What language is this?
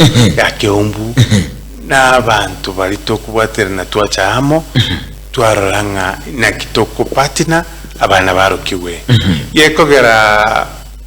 Gusii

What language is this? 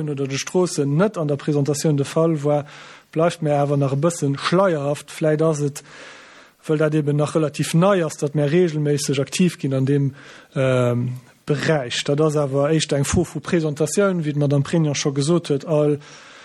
Luxembourgish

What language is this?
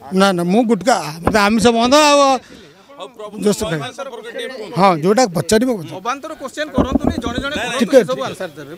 Odia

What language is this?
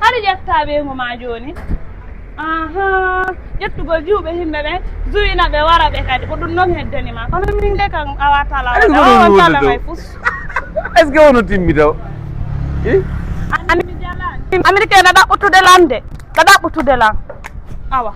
Fula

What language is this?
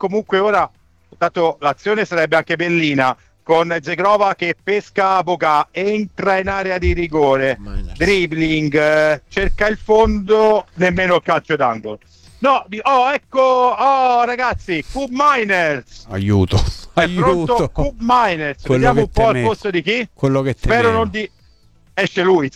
Italian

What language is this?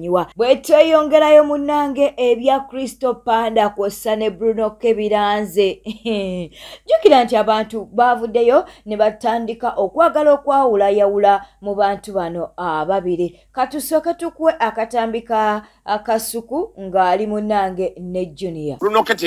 Ganda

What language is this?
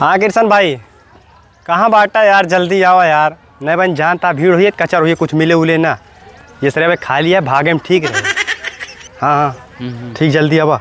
Awadhi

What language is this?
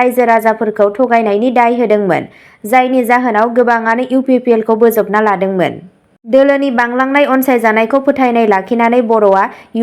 Bodo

